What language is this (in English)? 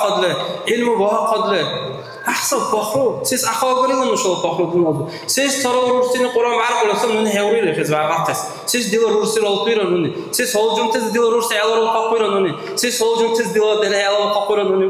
Dargwa